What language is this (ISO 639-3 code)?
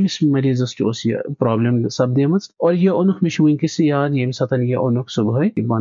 kas